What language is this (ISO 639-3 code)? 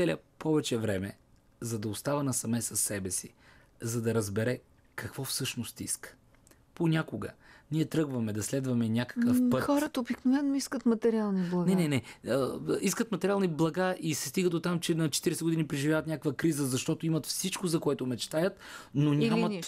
bul